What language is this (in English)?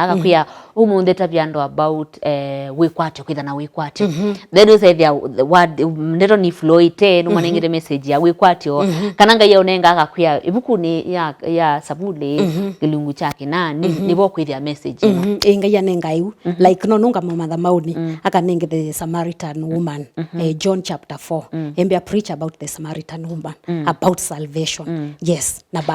Kamba